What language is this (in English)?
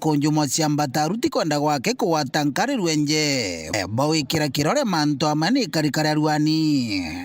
Meru